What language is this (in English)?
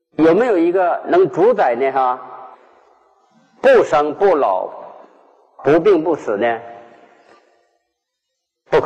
Chinese